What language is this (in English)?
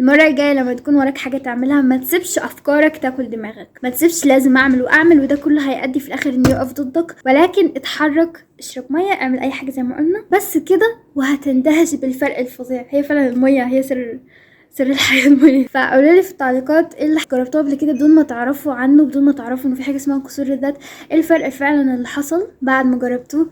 Egyptian Arabic